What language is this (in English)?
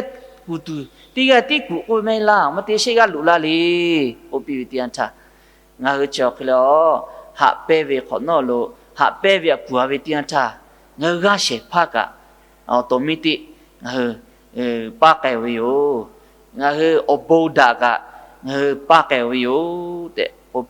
Lahu